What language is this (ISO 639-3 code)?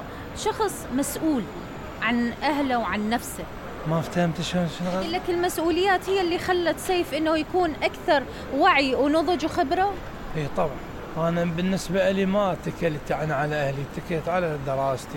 acm